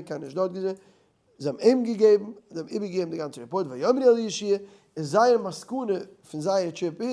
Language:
Yiddish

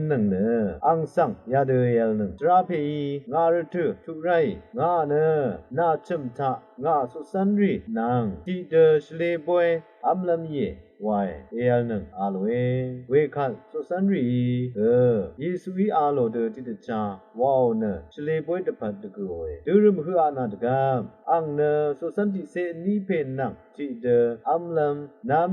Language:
Rawang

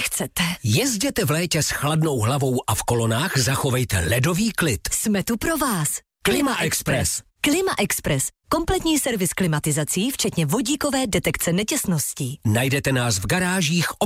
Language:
Czech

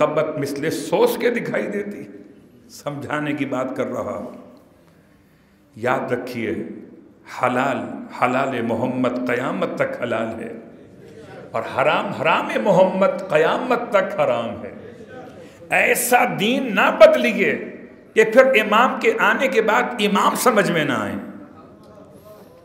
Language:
Urdu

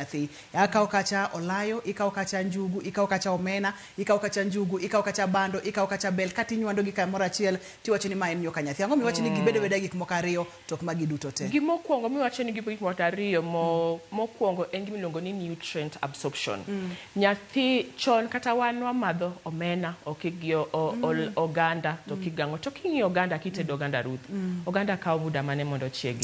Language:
Luo (Kenya and Tanzania)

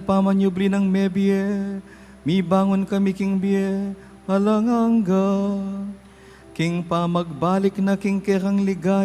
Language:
Pampanga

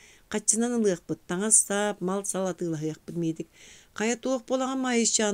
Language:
Yakut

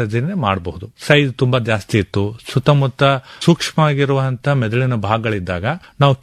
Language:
Kannada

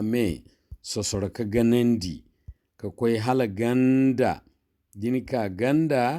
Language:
Zarma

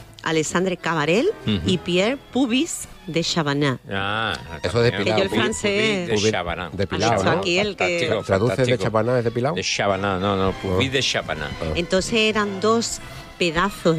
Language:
Spanish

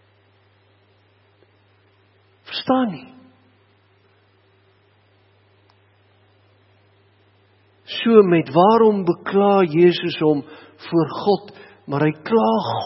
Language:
Afrikaans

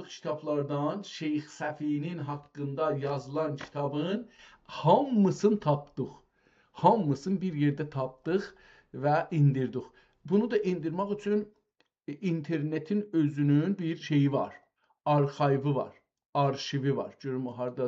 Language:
South Azerbaijani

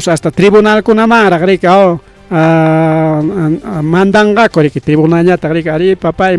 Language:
Ayacucho Quechua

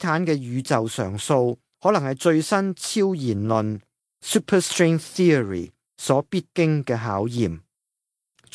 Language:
Cantonese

